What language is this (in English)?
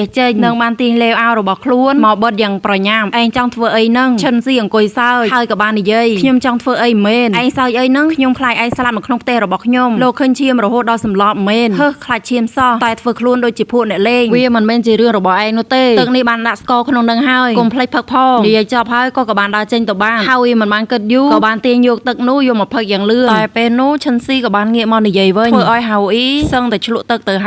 Khmer